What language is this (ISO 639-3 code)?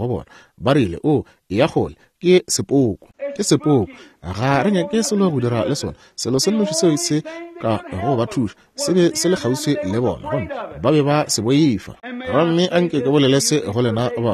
nso